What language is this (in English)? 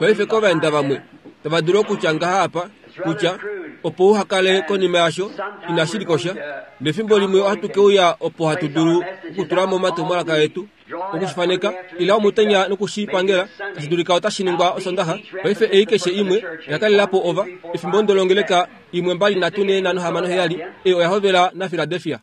Kuanyama